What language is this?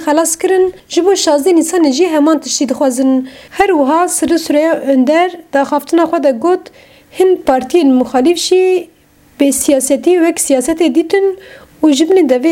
Kurdish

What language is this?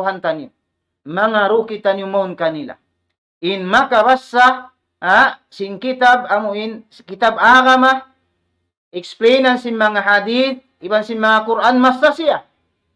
Tausug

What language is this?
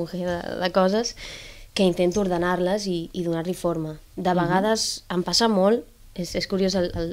Catalan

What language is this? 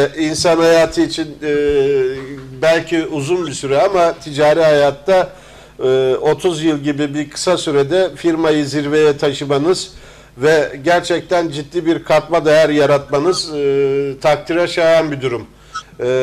Turkish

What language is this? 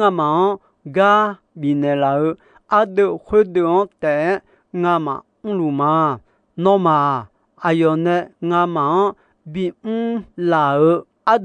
Akha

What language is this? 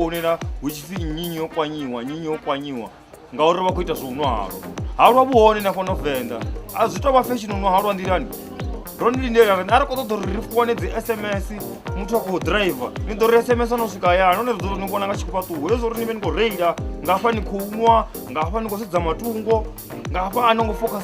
Venda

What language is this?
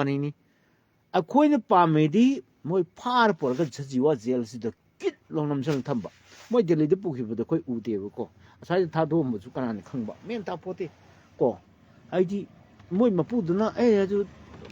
Manipuri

